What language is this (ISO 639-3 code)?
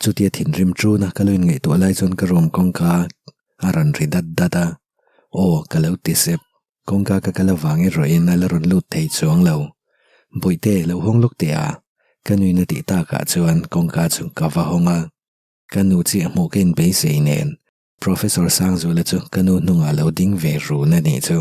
lus